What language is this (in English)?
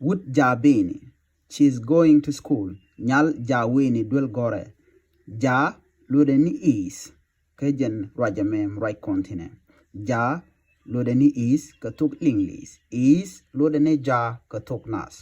Nuer